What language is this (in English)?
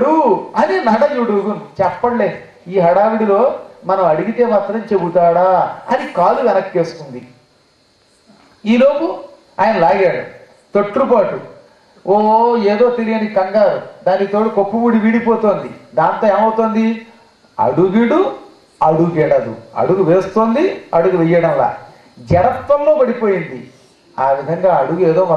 Telugu